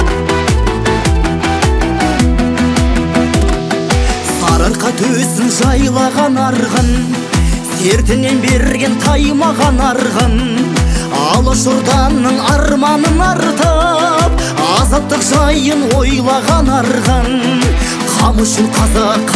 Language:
Kazakh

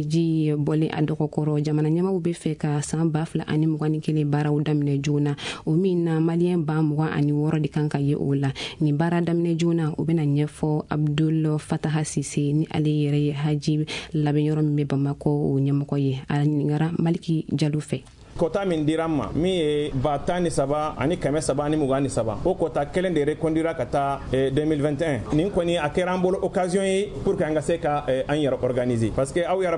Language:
Bambara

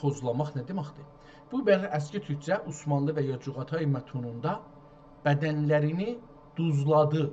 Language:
South Azerbaijani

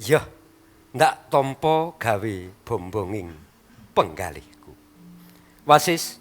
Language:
Javanese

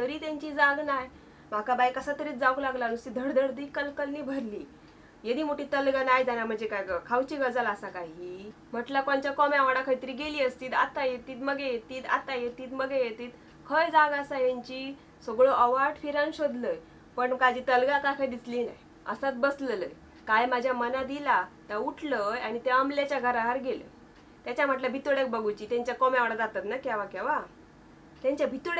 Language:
Konkani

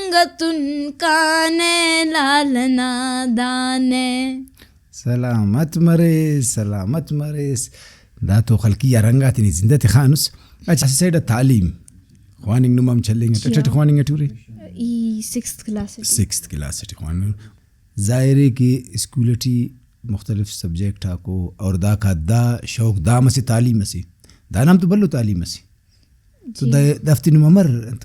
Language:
Brahui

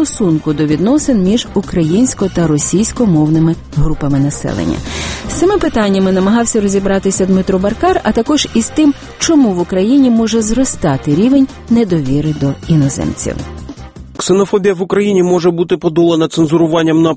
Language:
Ukrainian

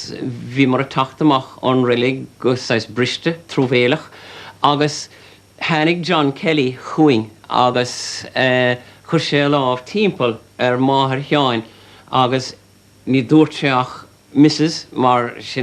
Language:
Irish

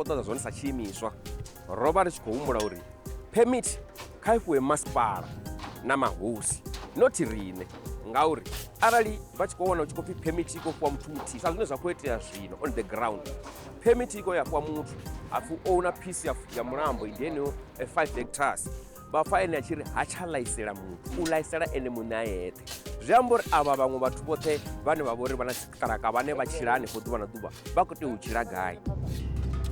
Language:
Venda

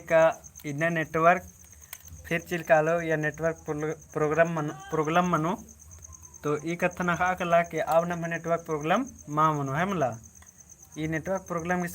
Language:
Kurukh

